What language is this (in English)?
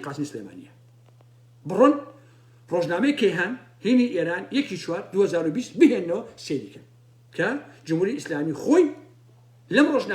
Central Kurdish